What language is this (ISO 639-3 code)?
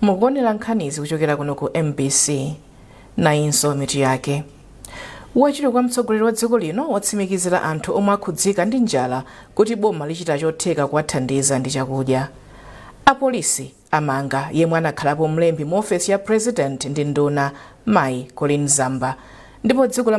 nya